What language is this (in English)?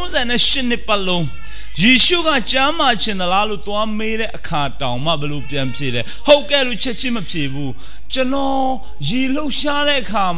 Burmese